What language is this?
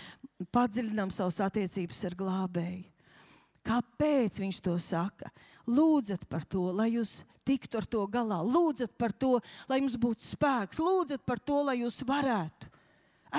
Latvian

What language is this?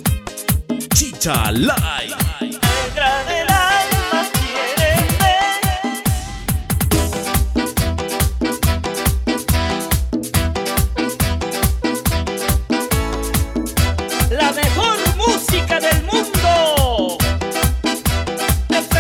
Spanish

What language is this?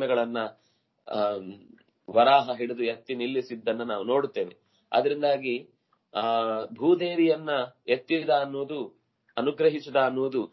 Kannada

